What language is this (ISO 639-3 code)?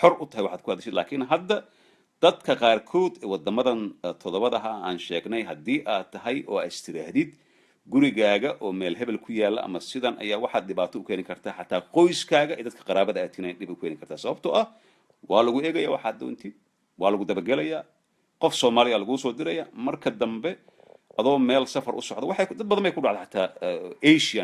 som